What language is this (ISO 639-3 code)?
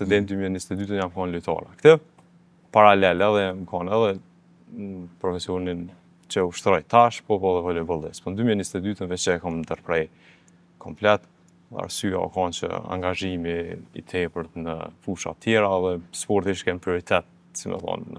sqi